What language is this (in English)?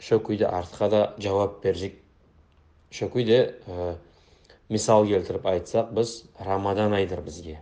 Kumyk